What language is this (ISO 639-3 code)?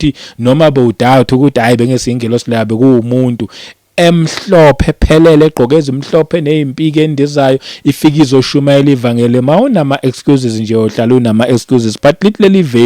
zul